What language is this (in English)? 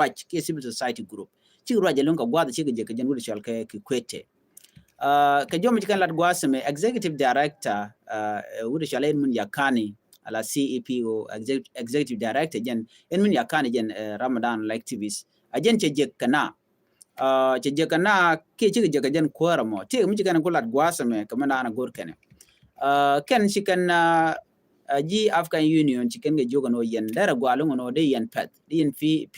Nuer